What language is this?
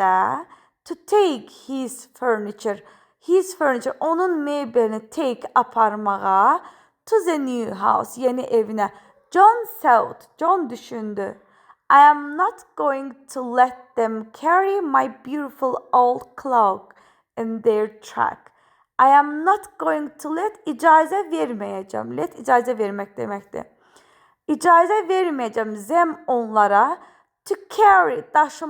Azerbaijani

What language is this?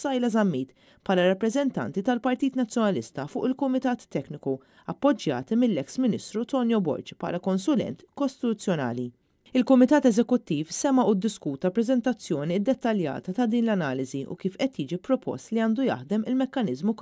Maltese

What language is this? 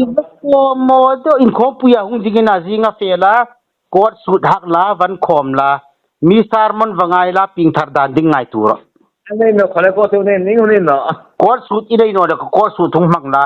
Hmar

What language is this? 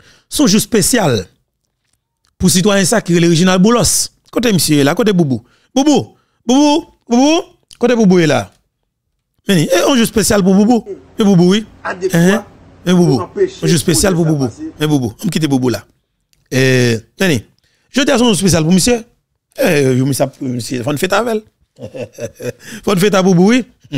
French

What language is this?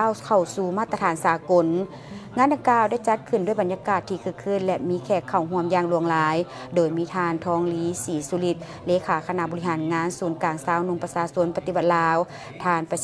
Lao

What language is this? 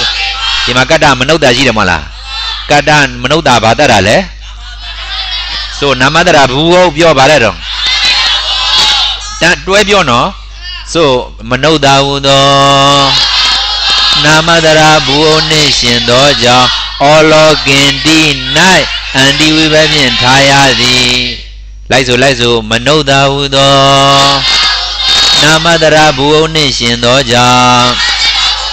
Burmese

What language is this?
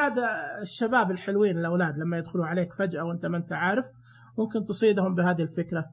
Najdi Arabic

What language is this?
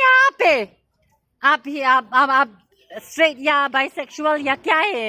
Khasi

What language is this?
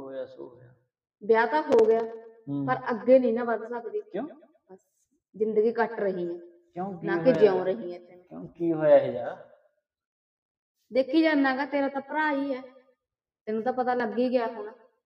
Punjabi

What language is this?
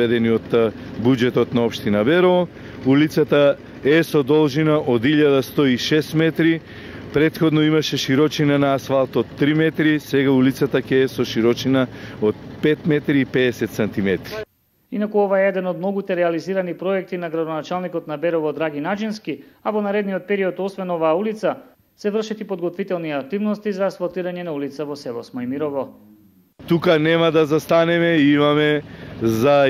Macedonian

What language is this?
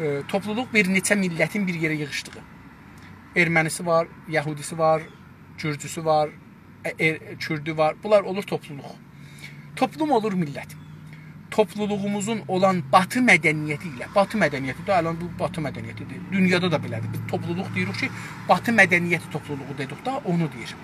South Azerbaijani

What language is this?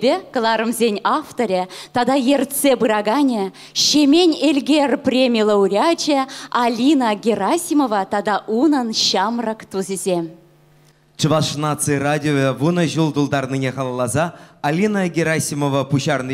Chuvash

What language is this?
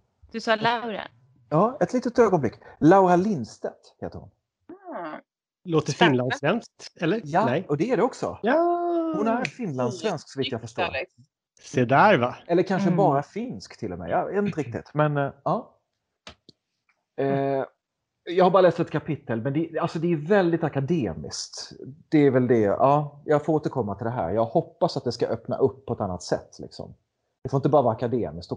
Swedish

